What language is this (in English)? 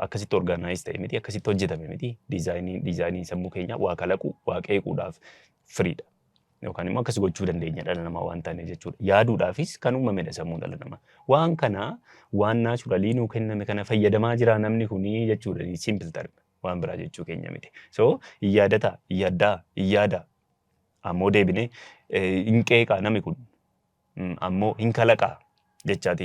Oromo